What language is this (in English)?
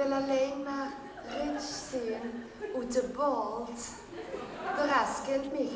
Limburgish